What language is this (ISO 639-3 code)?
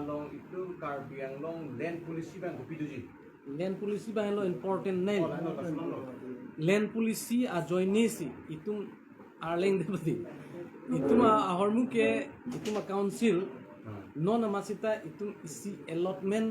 mjw